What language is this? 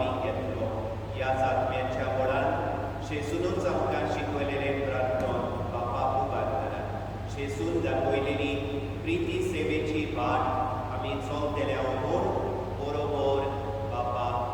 Konkani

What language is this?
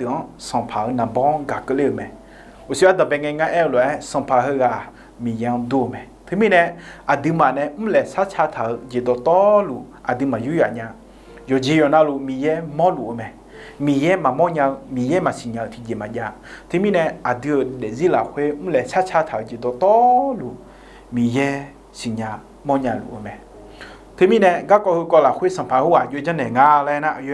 Akha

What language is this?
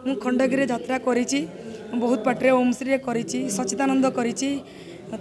Odia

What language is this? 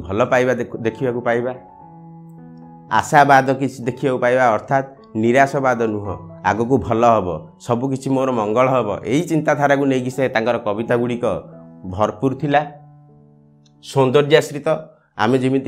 Odia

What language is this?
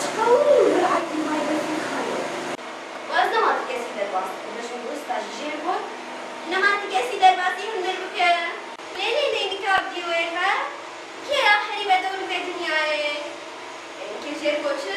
Kurdish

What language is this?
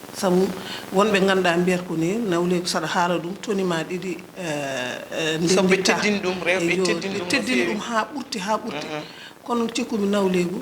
Fula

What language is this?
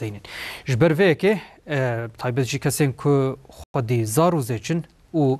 Kurdish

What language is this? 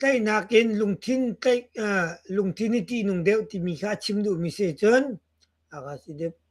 Hakha Chin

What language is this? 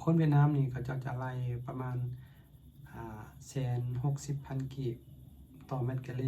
Lao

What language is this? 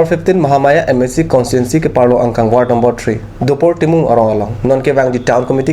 Karbi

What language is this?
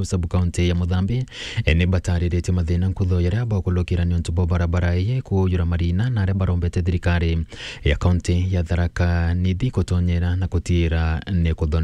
Meru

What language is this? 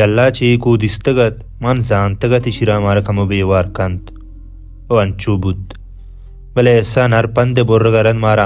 Baluchi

